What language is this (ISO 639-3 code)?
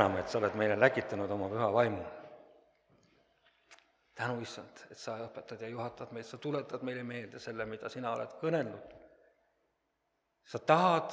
est